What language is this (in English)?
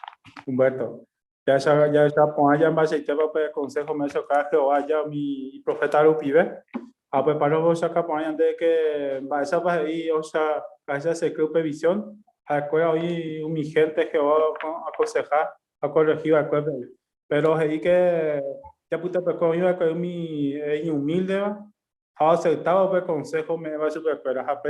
Guarani